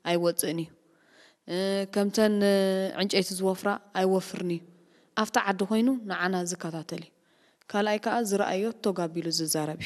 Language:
Tigrinya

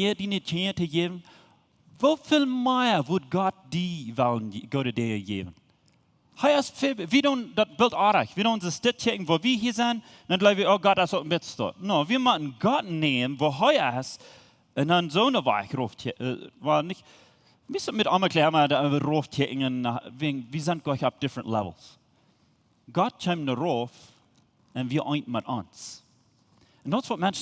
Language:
Plautdietsch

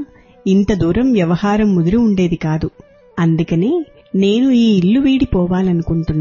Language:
Telugu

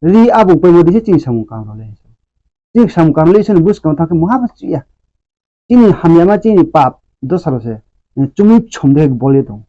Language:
Riang (India)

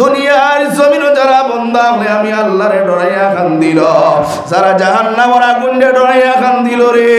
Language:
Sylheti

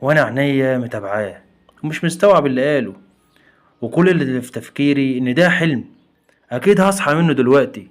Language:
Egyptian Arabic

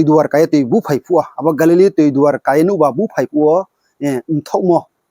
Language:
Riang (India)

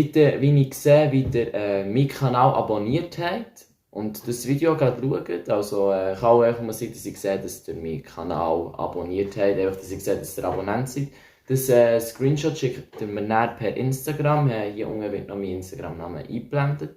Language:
Swiss German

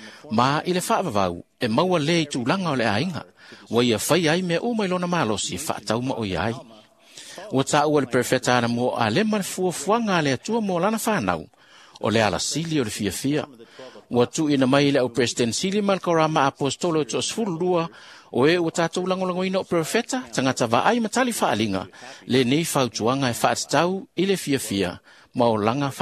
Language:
Samoan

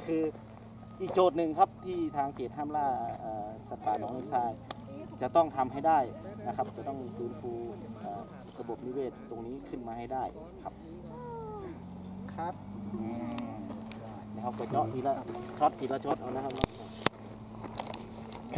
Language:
Thai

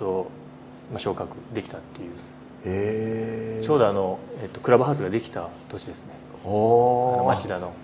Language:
Japanese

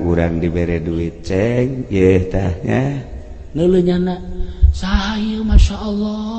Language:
Sundanese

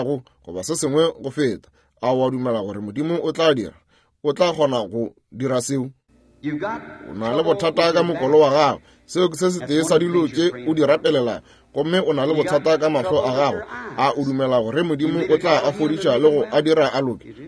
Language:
Northern Sotho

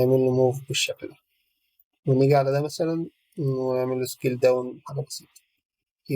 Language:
Egyptian Arabic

